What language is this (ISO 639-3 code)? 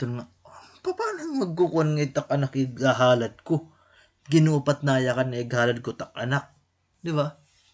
war